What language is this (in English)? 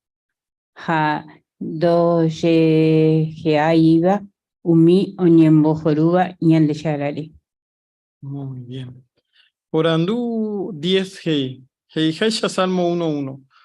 Guarani